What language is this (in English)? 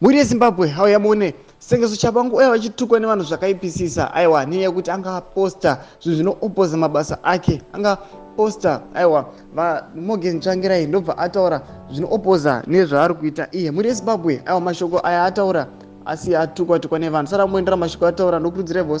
Shona